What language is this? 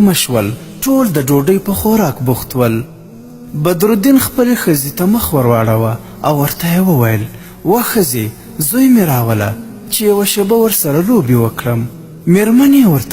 Pashto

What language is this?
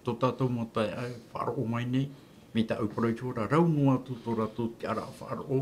Tahitian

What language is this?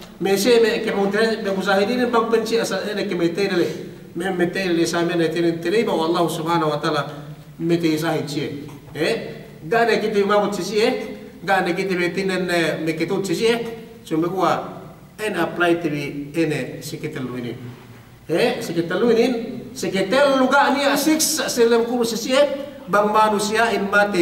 Yakan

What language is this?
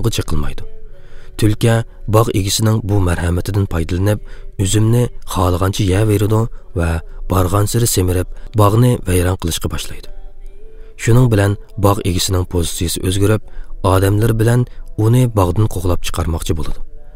Uyghur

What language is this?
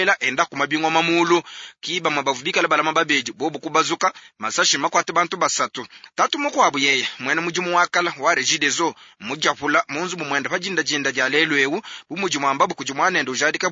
Luba-Lulua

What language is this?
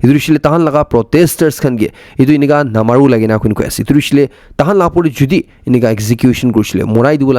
Naga Pidgin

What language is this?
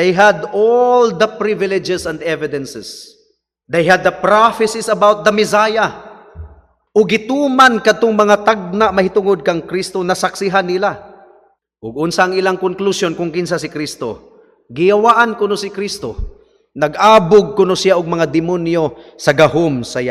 Cebuano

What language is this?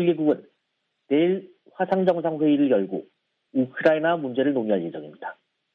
Korean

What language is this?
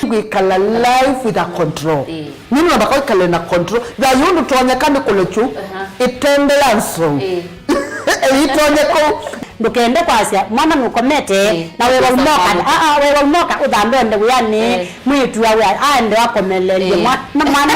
Kamba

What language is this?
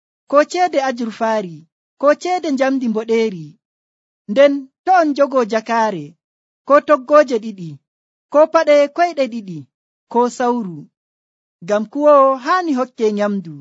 Nigerian Fulfulde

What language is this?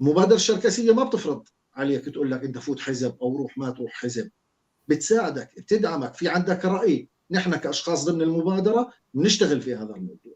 North Levantine Arabic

